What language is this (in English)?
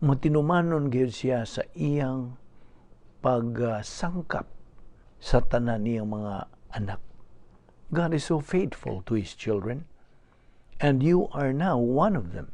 Cebuano